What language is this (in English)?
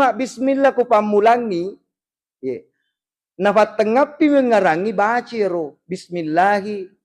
Buginese